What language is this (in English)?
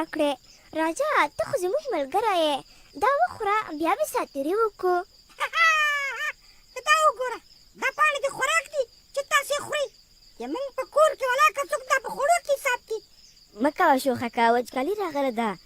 Pashto